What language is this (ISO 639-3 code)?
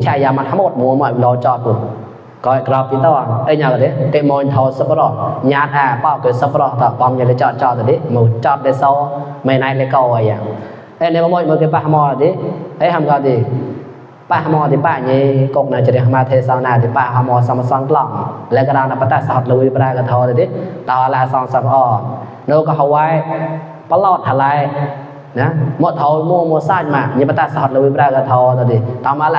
mnw